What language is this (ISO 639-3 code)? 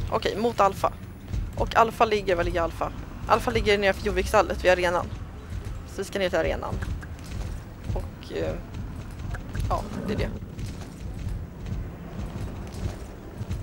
swe